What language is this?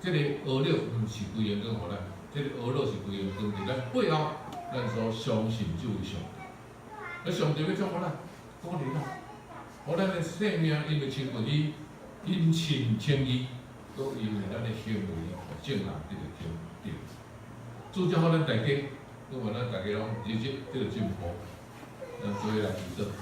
Min Nan Chinese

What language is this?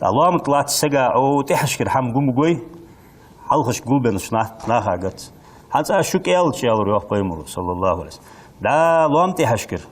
Ingush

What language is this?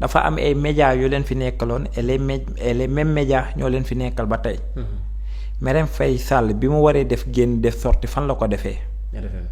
Wolof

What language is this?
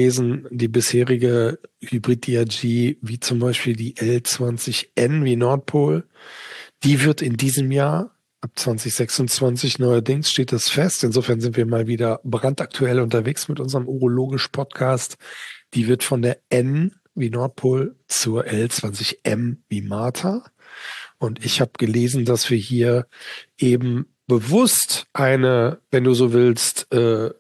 German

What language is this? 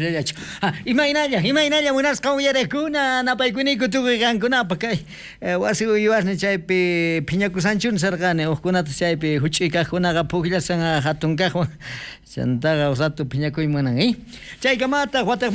South Bolivian Quechua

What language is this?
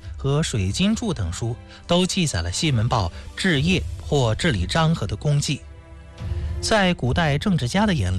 Chinese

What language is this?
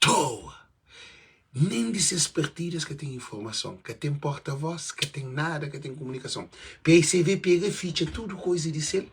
Kabuverdianu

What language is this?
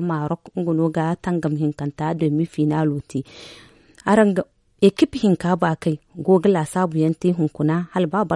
Zarma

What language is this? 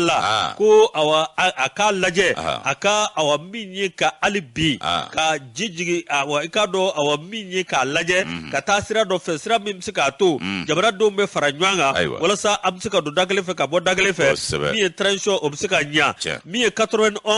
Bambara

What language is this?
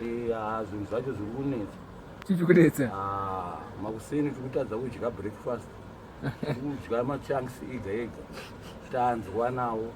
Shona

